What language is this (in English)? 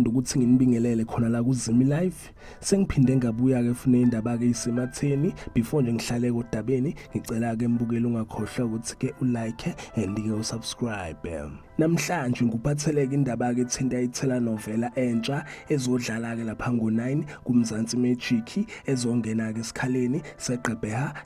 Zulu